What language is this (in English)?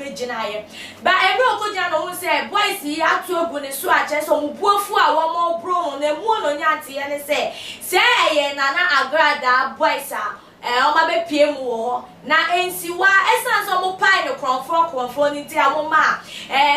Akan